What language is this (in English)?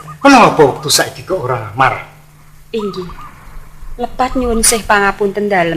Javanese